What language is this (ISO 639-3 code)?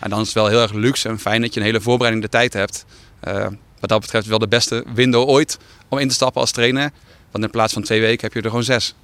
fry